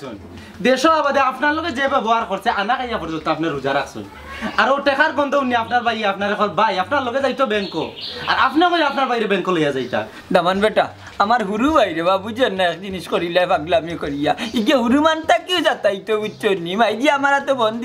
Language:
Sylheti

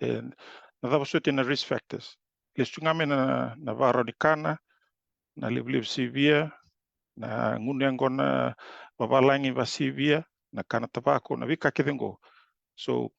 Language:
Fijian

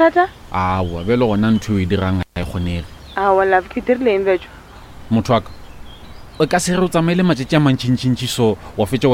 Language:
Northern Sotho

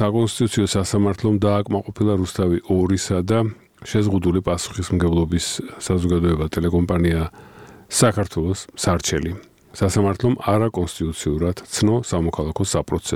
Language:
Georgian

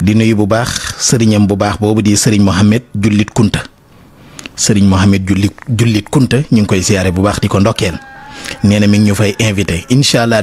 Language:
Wolof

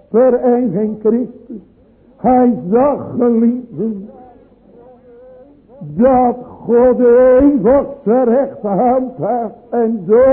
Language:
Dutch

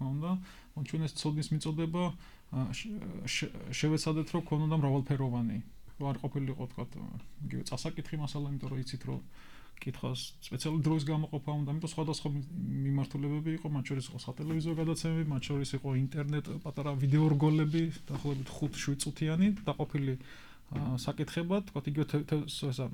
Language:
Georgian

